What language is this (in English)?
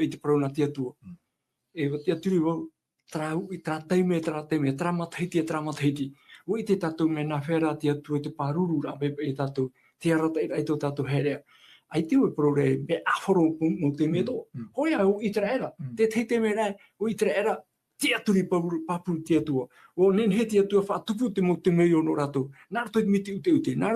Tahitian